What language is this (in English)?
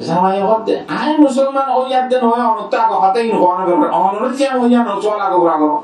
Rohingya